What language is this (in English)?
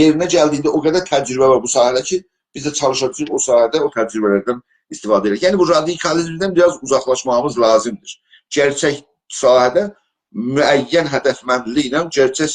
South Azerbaijani